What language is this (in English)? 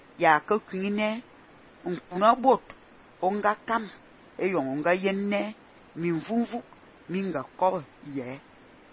Fang